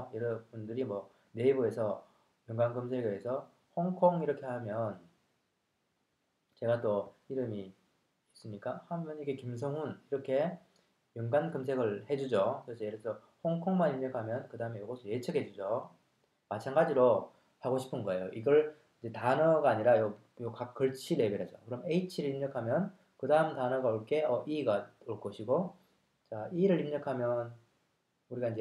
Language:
Korean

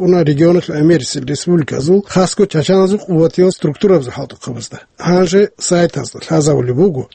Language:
Avaric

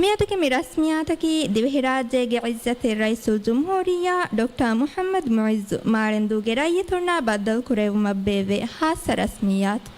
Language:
Divehi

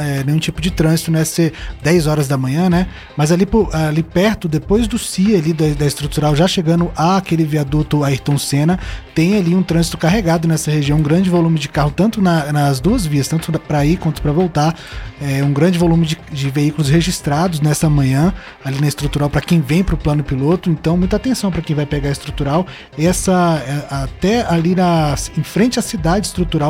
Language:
Portuguese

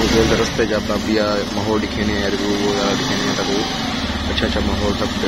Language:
Saraiki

